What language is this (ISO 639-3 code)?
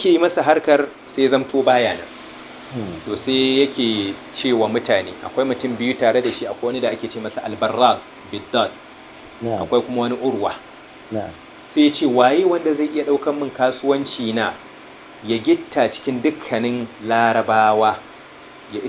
hau